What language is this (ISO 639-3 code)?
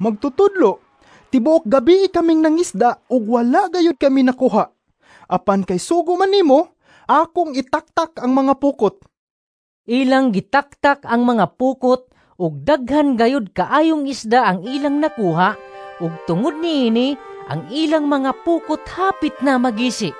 ceb